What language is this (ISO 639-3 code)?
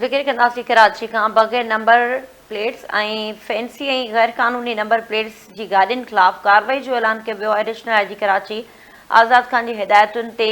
snd